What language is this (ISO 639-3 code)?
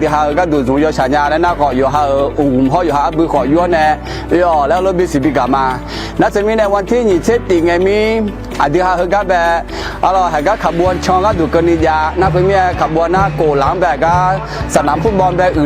ahk